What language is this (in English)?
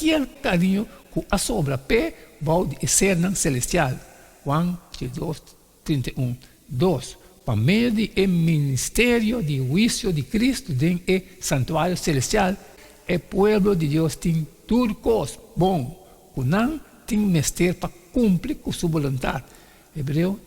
Papiamento